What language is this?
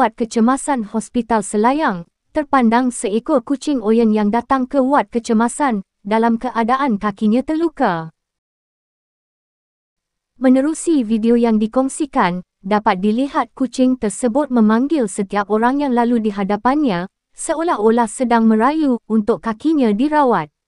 Malay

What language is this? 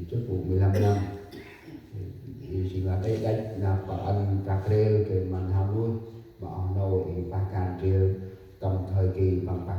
Central Mnong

